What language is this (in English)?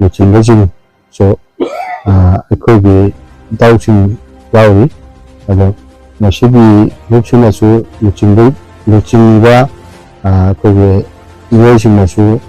Manipuri